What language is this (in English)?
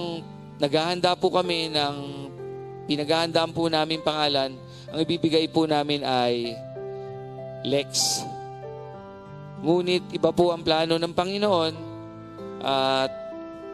Filipino